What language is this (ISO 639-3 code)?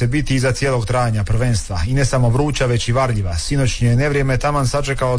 hrv